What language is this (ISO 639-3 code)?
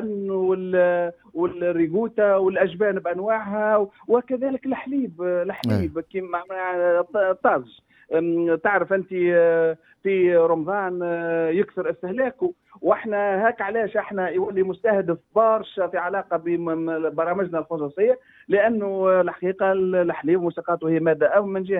aeb